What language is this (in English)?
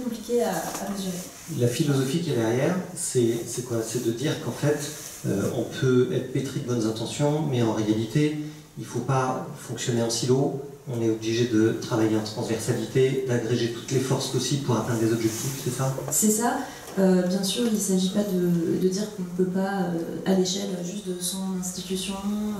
French